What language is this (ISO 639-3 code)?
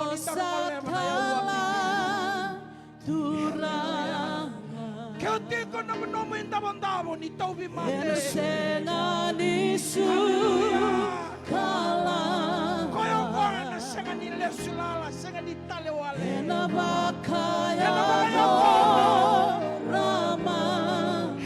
fij